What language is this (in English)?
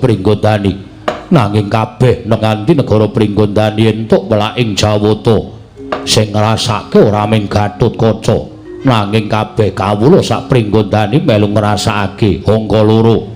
Javanese